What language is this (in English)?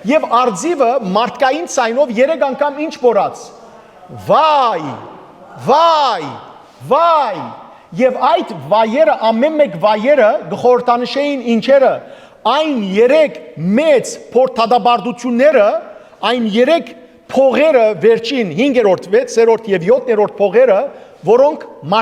Western Armenian